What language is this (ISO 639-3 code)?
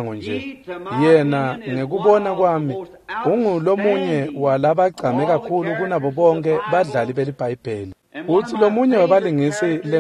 ssw